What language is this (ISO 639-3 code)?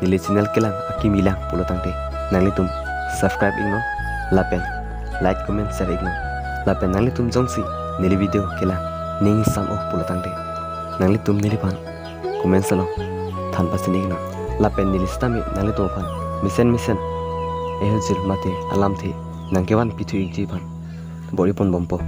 mjw